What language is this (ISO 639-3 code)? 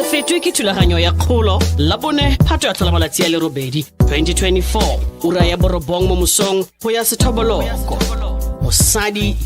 tsn